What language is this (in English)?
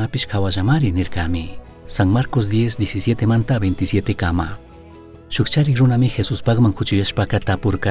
Chimborazo Highland Quichua